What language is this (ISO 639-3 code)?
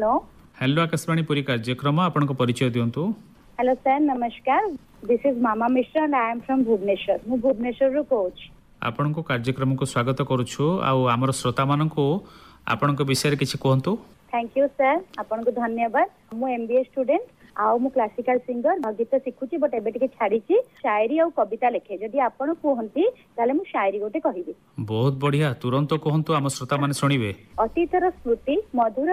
ori